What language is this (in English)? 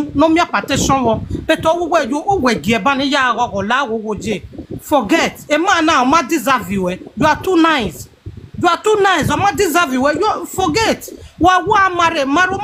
Nigerian Pidgin